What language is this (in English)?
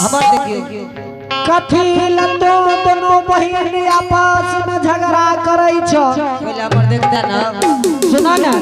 Angika